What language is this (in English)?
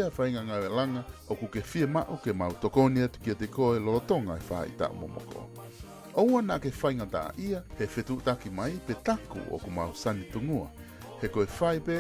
Tongan